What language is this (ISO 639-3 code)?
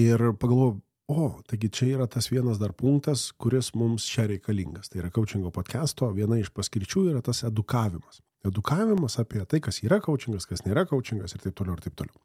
lit